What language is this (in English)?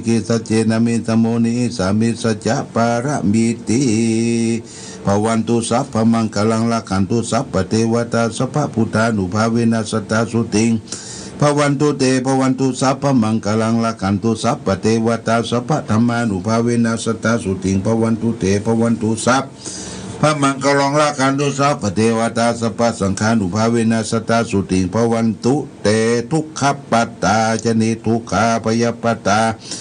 Pali